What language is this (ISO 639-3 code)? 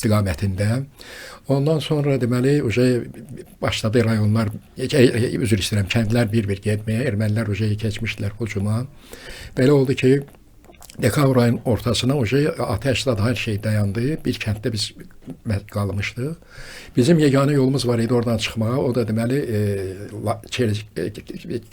aze